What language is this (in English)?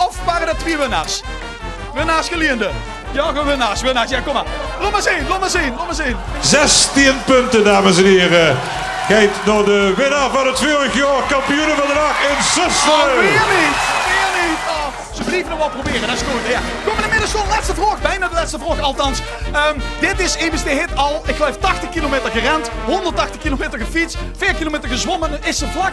Limburgish